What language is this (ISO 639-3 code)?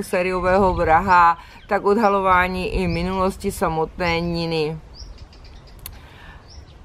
ces